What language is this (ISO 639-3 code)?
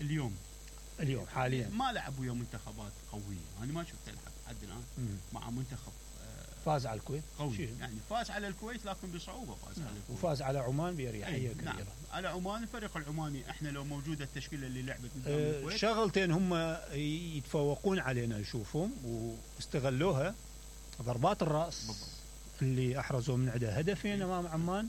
acm